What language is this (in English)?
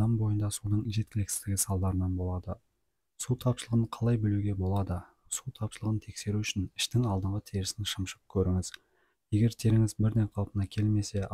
Kazakh